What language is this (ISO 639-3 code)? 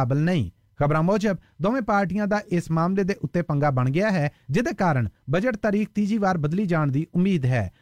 pan